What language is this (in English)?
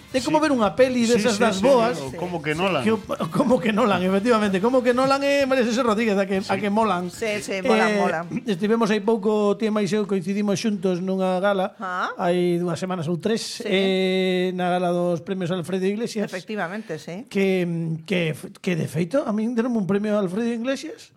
Galician